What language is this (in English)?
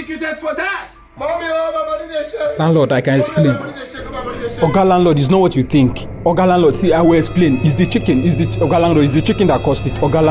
Nigerian Pidgin